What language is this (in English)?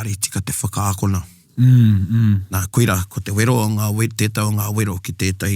Māori